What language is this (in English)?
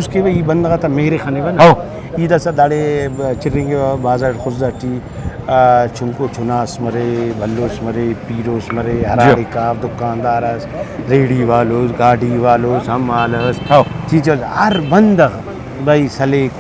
Brahui